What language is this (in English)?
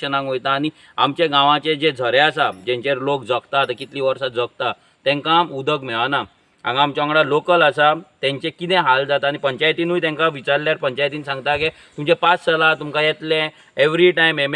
Konkani